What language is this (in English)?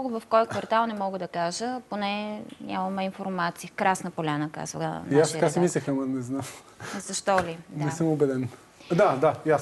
Bulgarian